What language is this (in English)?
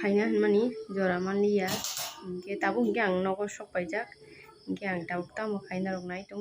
Kok Borok